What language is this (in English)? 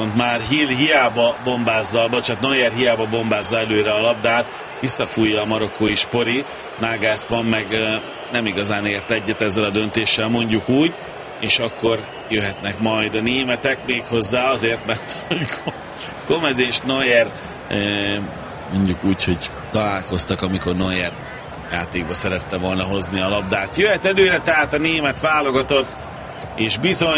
Hungarian